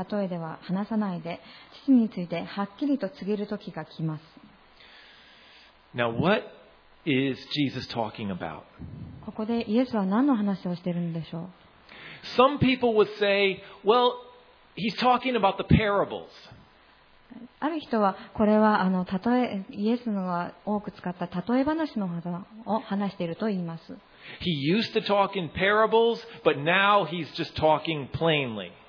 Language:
Japanese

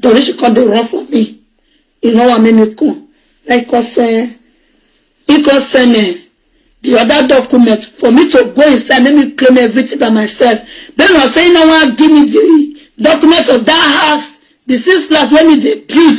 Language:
Nigerian Pidgin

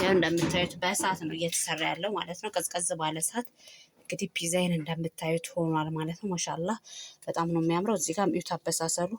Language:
Amharic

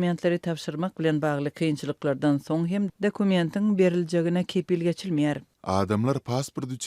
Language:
Turkmen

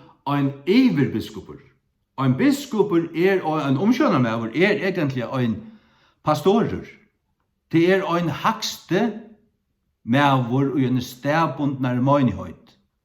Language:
Faroese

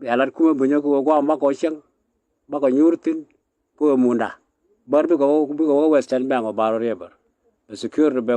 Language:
Nuer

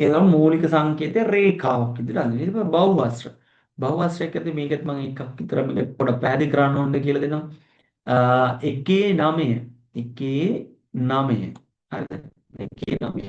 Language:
Sinhala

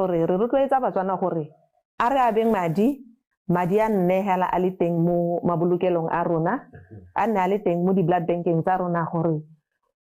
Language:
Tswana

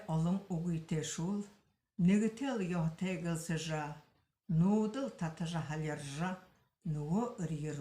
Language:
Buriat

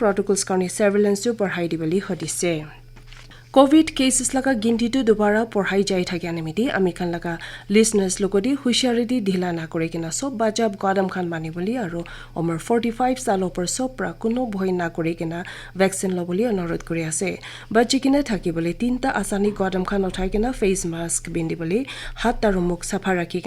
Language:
Naga Pidgin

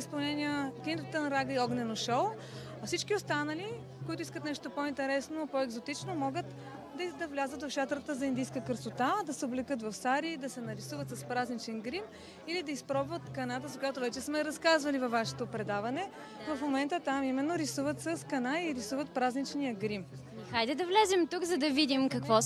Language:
Bulgarian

